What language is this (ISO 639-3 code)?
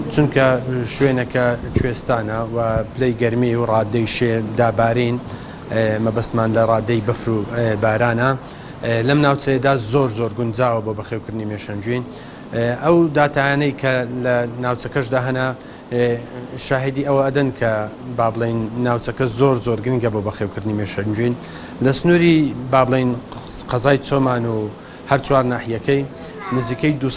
ckb